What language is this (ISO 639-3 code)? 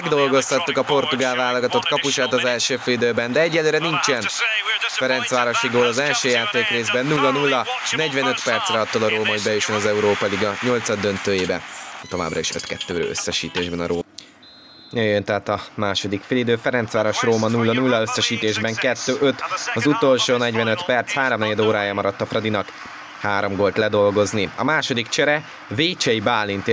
hun